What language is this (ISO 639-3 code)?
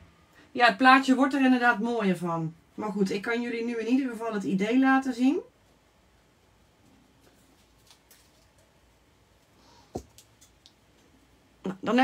nld